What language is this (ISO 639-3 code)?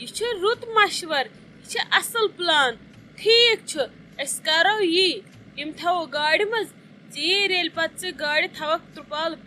kas